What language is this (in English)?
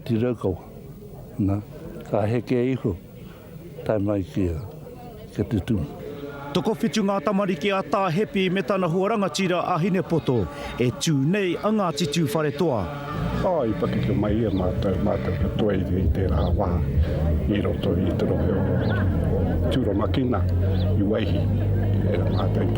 Māori